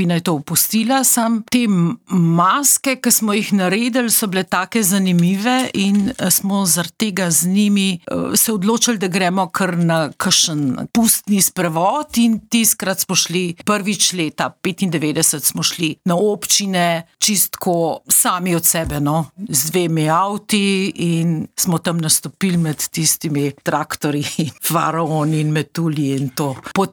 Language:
Slovenian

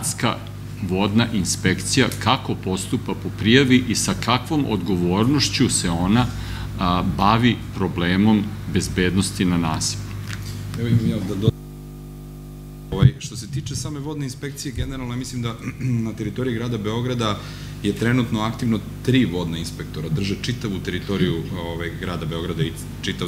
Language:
Serbian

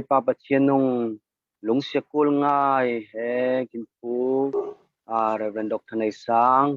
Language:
Falam Chin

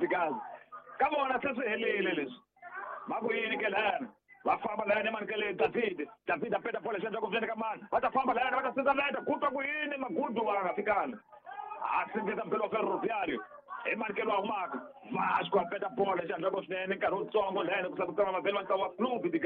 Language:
Tsonga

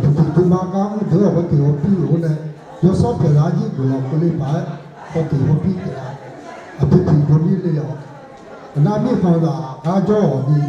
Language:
Akha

